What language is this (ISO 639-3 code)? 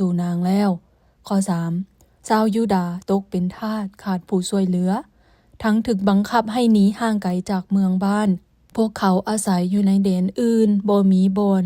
lao